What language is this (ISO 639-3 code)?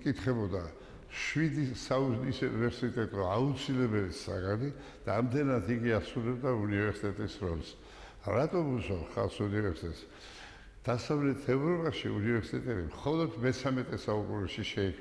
kat